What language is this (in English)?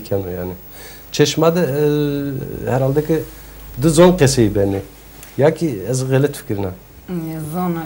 Zaza